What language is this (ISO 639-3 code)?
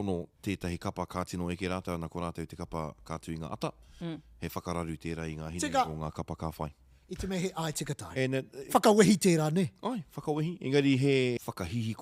mri